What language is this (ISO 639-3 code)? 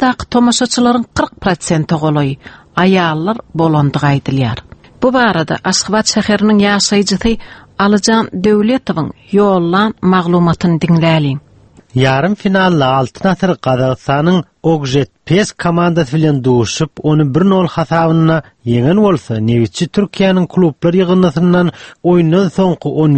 tuk